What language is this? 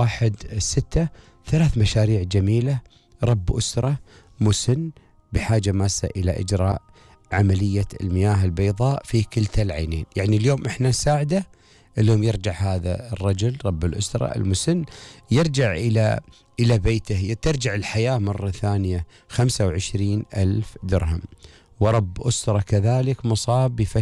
Gulf Arabic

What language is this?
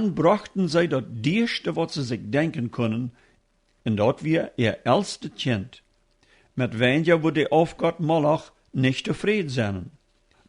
Plautdietsch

